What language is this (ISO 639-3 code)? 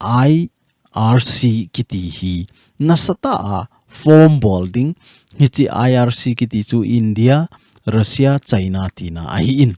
tcz